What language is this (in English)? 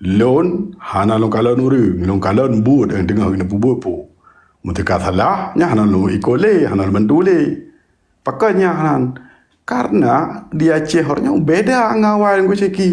Achinese